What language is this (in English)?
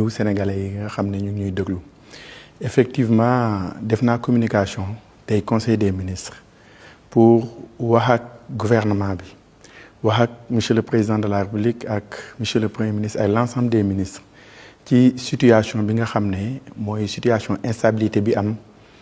Wolof